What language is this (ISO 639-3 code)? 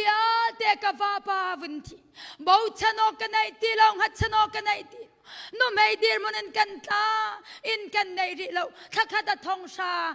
cnh